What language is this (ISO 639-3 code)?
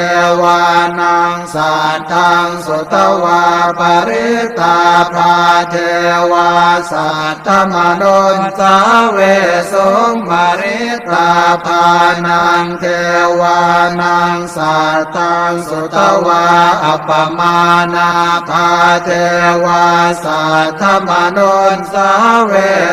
pli